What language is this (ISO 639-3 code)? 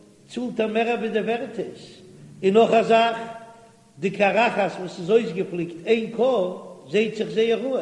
yid